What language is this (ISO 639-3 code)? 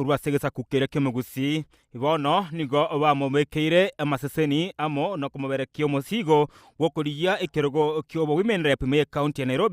guz